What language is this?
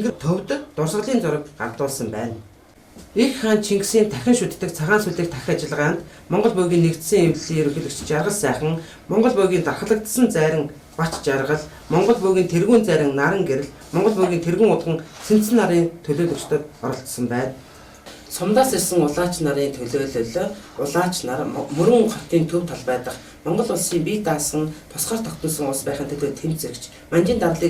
Mongolian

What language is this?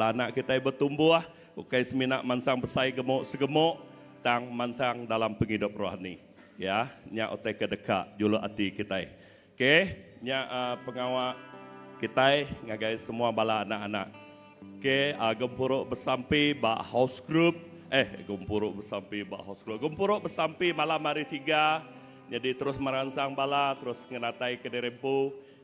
Iban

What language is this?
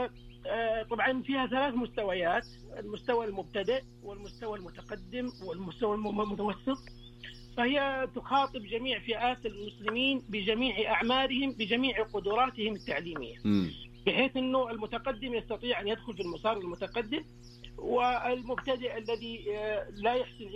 Arabic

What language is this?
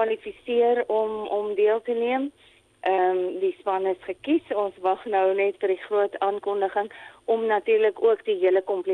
Afrikaans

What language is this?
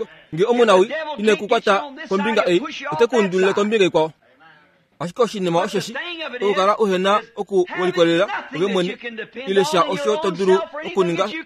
Kuanyama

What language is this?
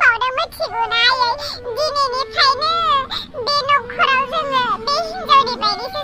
Bodo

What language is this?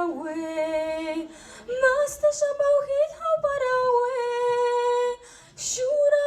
Kabardian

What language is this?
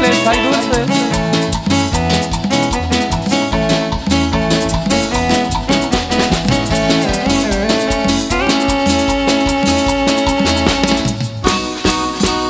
Spanish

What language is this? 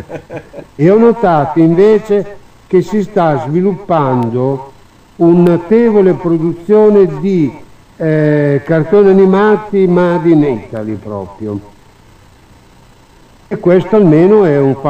Italian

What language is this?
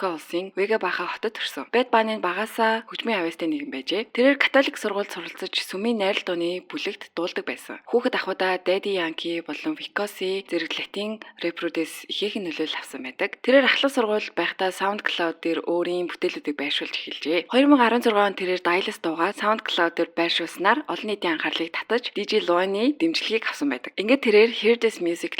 Mongolian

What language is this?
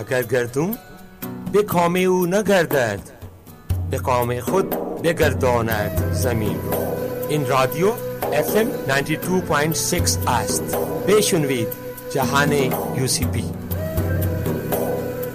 Persian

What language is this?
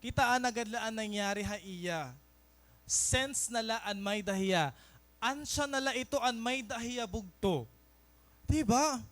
Waray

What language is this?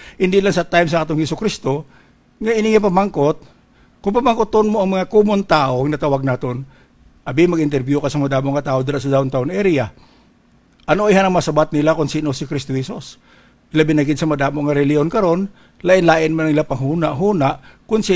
Hiligaynon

